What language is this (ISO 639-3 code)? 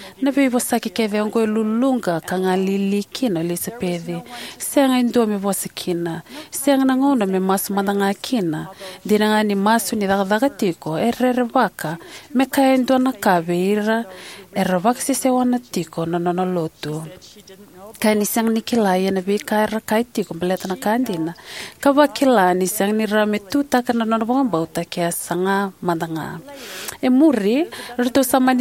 fij